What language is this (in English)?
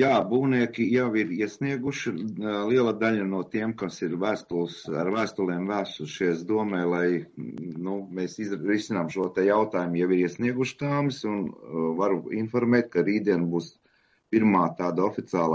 Latvian